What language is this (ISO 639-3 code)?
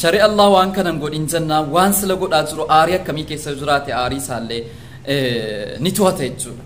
orm